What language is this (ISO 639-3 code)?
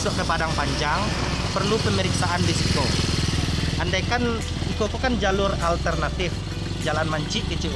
min